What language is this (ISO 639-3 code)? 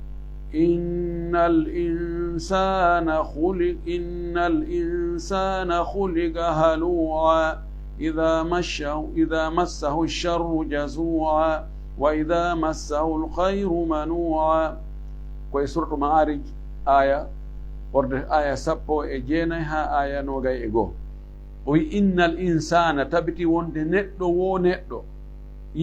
ful